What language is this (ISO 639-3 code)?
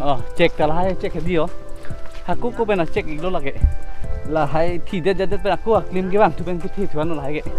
mjw